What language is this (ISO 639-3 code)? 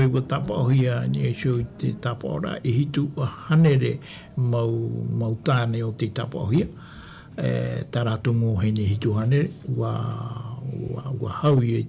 tah